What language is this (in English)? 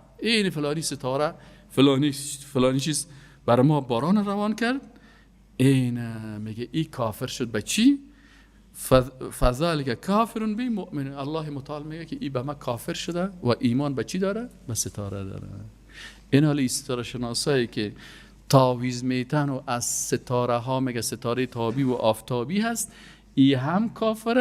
Persian